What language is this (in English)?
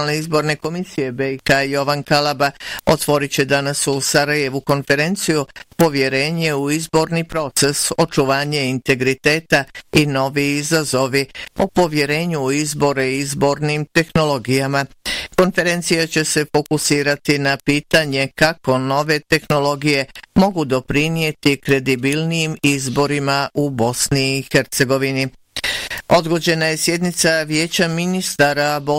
Bosnian